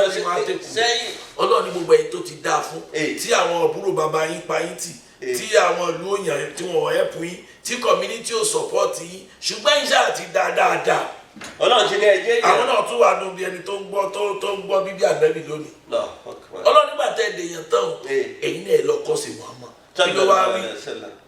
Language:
Yoruba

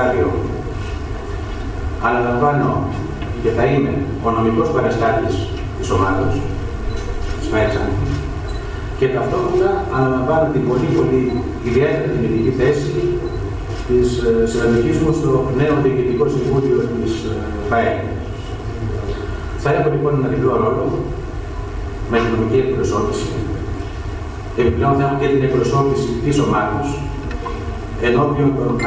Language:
Greek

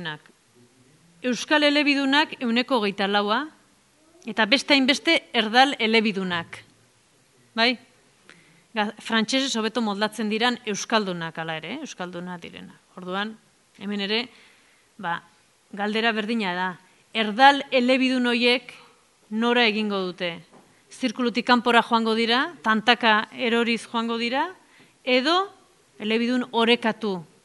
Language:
Basque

